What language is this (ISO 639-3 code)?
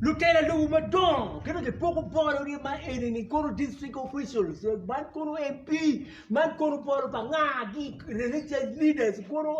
ach